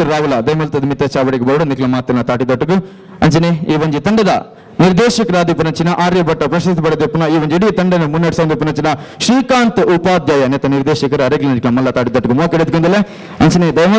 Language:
Tulu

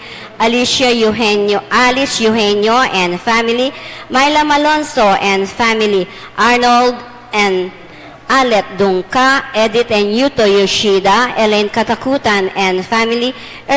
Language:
Pampanga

